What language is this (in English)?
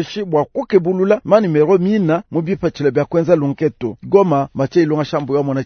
Luba-Lulua